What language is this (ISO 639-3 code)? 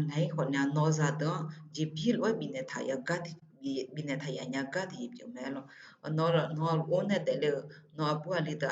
ahk